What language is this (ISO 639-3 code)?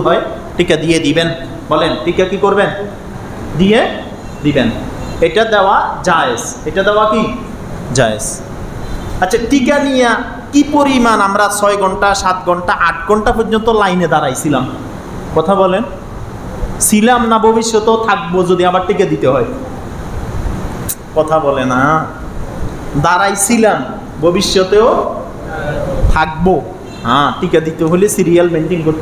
ben